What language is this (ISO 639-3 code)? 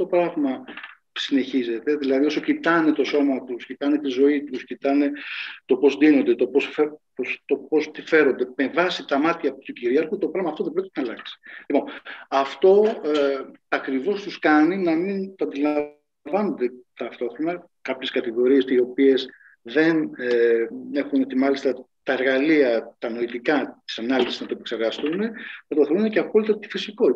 ell